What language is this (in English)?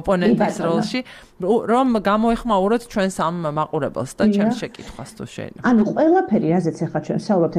Georgian